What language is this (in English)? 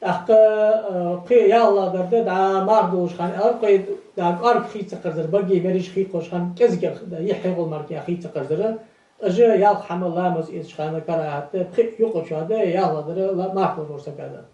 Ingush